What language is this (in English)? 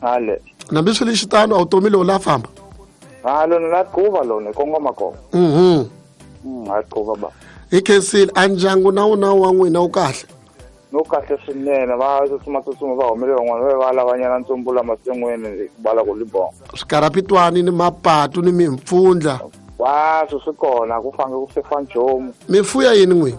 Tsonga